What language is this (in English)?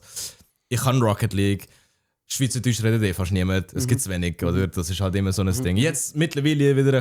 Swiss German